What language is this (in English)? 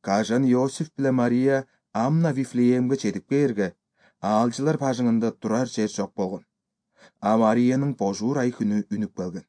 Kyrgyz